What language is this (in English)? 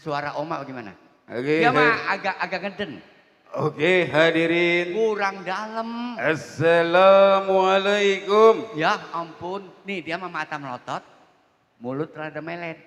Betawi